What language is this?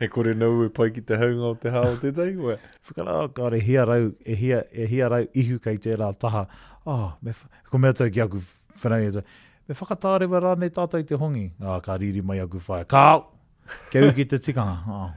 Māori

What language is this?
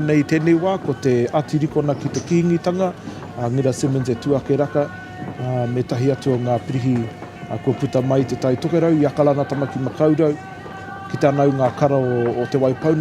Māori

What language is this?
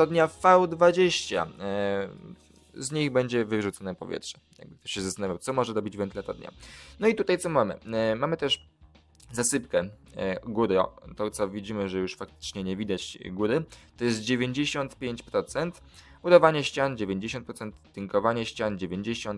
Polish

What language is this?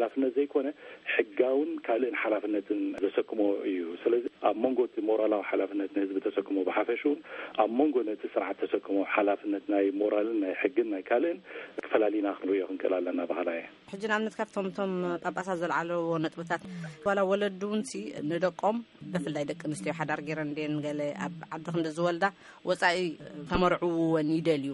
Tigrinya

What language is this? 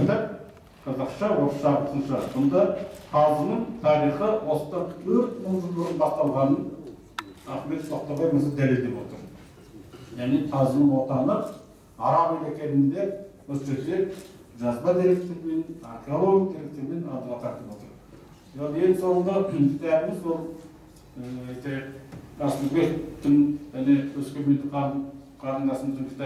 Kazakh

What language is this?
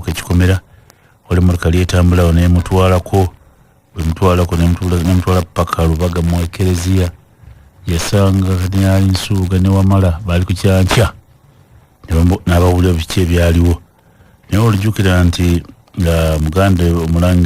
Ganda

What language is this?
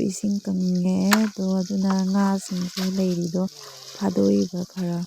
Manipuri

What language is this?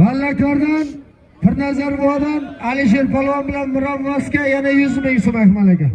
Uzbek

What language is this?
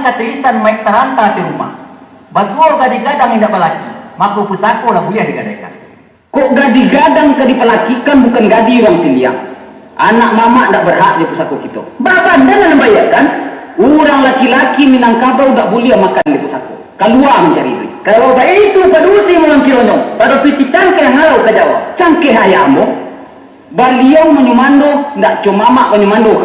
Minangkabau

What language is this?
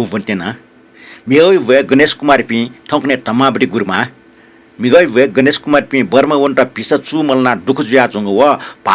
Newari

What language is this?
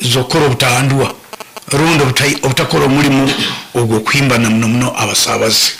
Nyankole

